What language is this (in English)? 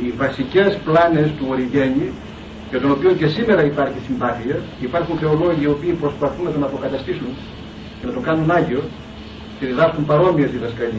Greek